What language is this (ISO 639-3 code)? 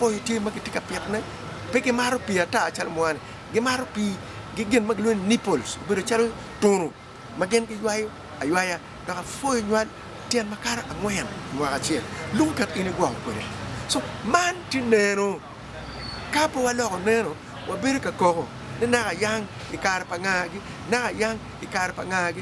ach